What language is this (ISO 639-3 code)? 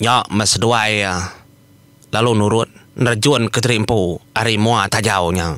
iba